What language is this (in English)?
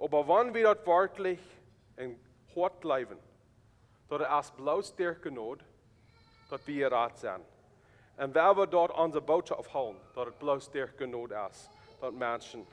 Plautdietsch